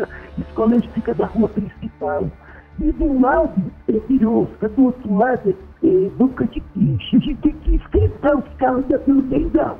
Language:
Portuguese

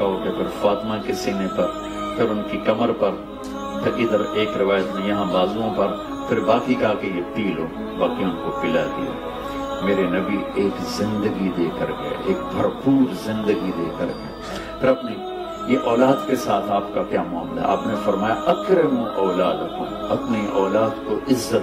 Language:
Urdu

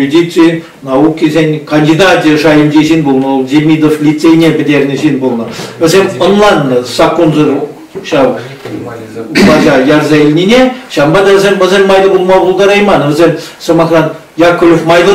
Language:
Chuvash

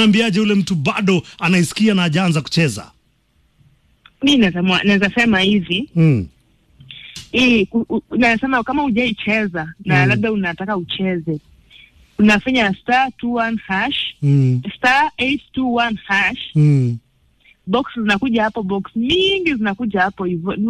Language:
Swahili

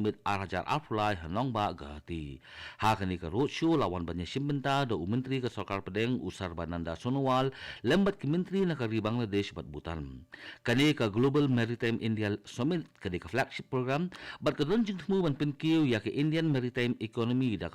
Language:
Khasi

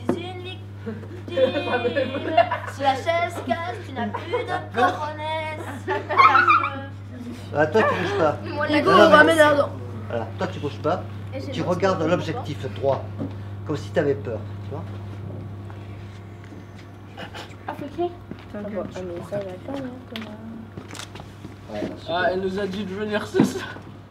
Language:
French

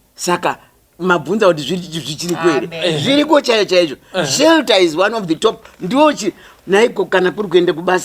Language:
Shona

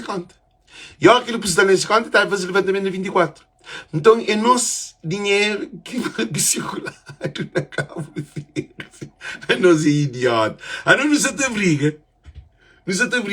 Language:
Kabuverdianu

